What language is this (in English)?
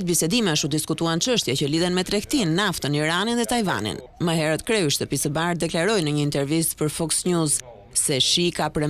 Albanian